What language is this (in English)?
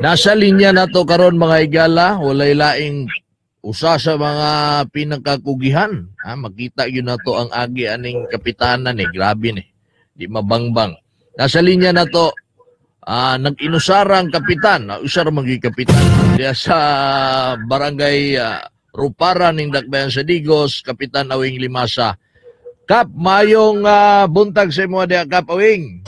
Cebuano